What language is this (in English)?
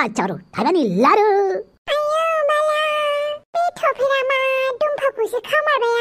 Bodo